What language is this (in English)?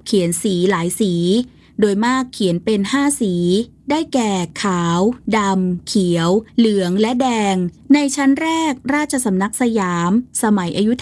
Thai